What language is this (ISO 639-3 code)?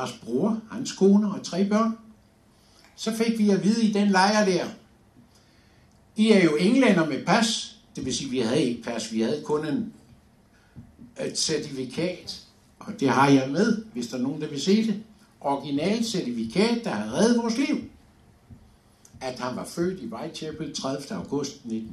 dan